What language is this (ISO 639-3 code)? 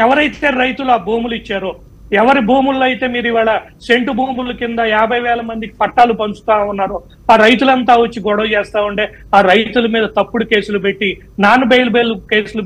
tel